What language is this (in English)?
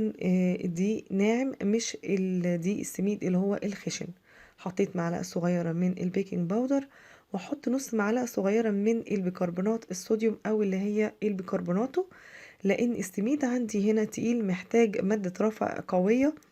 Egyptian Arabic